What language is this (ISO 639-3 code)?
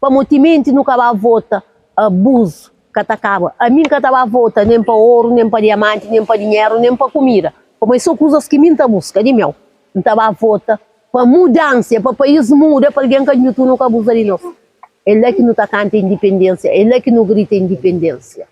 kea